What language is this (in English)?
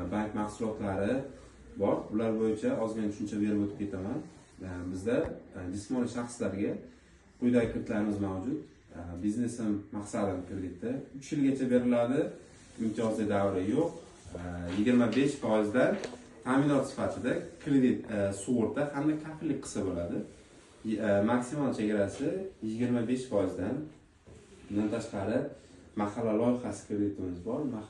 Uzbek